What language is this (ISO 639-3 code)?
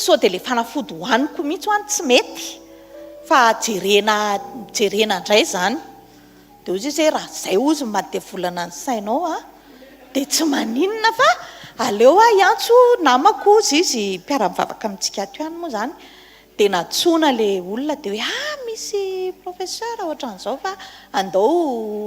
mlg